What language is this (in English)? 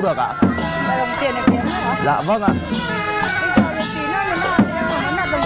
Vietnamese